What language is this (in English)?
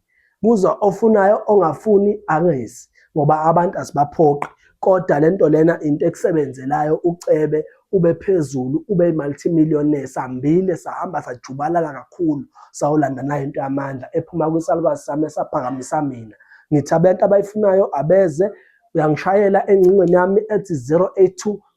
Zulu